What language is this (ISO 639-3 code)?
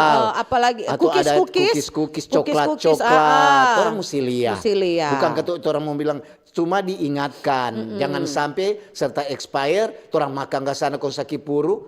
xmm